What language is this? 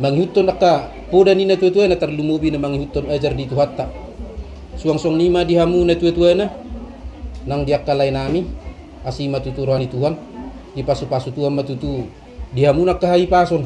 Batak Toba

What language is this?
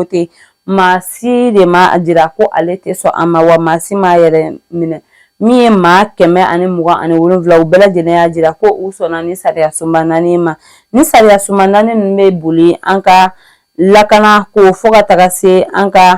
Bambara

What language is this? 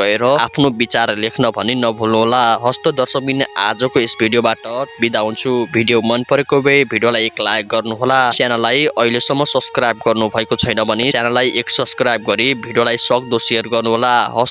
Nepali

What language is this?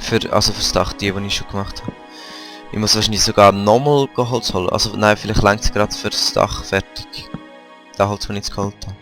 Swiss German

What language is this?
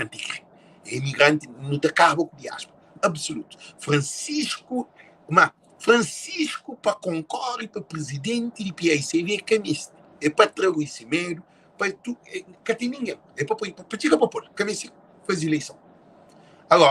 Kabuverdianu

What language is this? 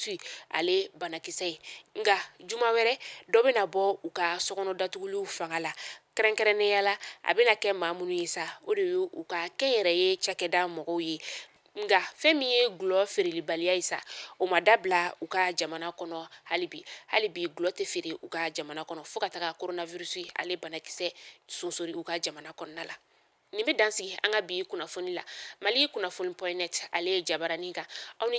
Bambara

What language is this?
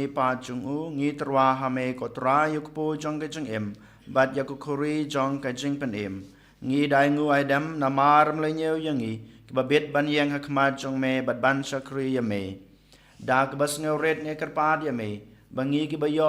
Khasi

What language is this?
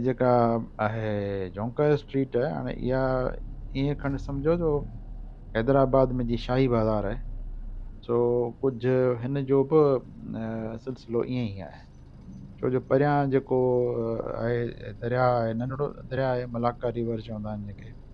Sindhi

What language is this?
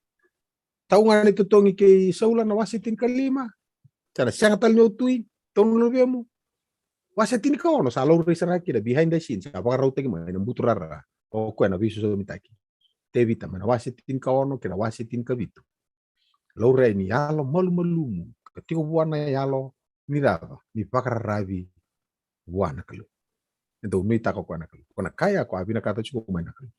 Fijian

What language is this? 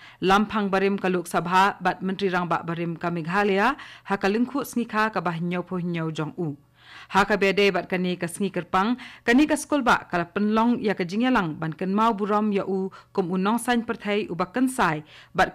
Khasi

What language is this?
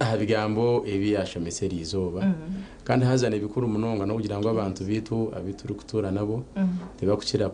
Nyankole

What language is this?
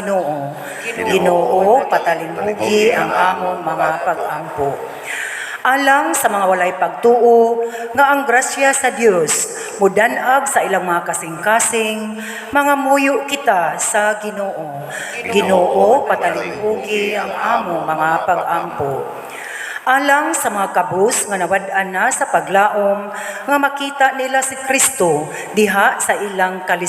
Cebuano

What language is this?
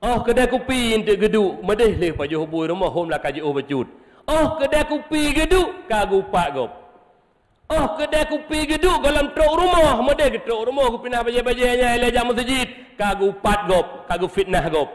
Achinese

